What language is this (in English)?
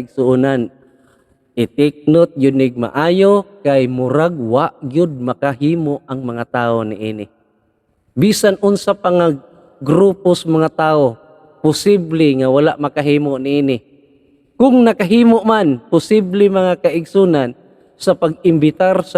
Cebuano